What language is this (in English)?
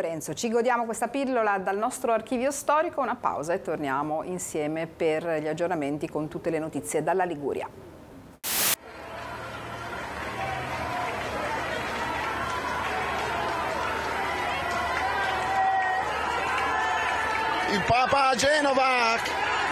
Italian